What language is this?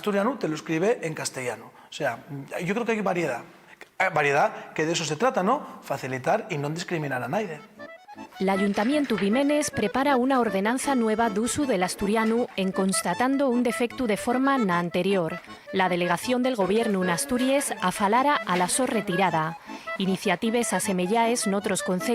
Asturian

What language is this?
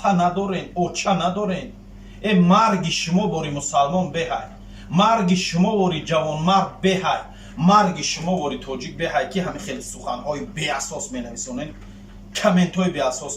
Tajik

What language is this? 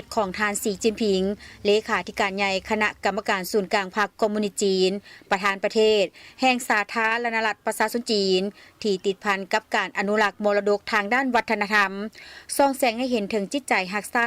Lao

